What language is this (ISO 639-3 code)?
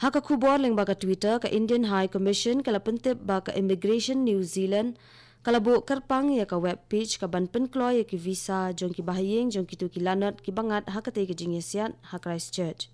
kha